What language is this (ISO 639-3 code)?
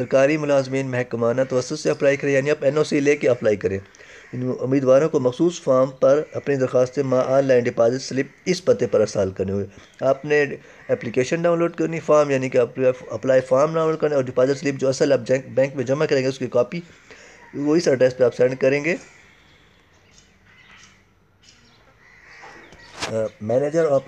urd